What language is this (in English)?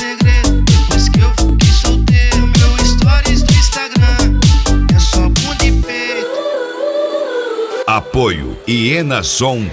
Portuguese